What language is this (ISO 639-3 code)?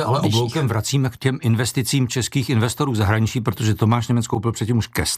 ces